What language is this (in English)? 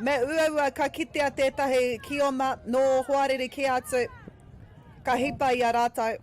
Māori